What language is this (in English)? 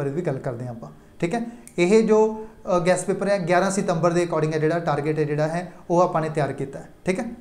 Punjabi